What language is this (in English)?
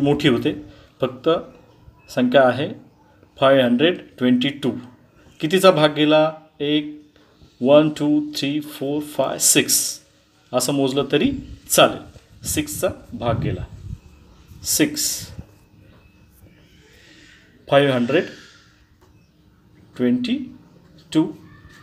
Marathi